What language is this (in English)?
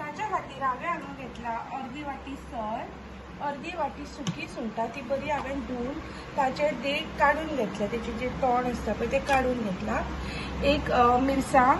Konkani